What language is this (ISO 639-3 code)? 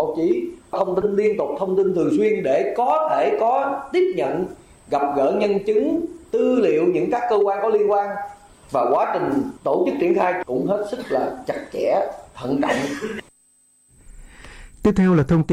vie